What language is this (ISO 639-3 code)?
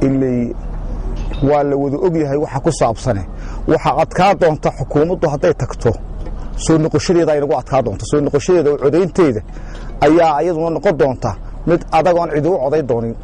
som